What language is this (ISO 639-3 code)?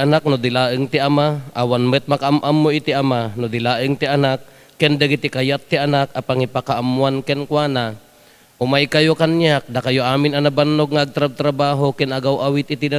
ilo